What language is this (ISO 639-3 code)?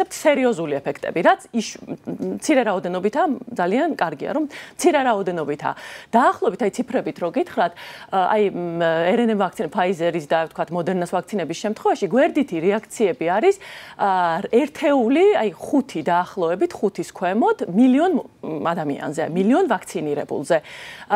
kat